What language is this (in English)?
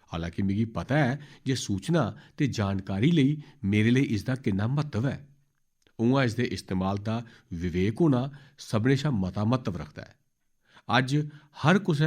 Dogri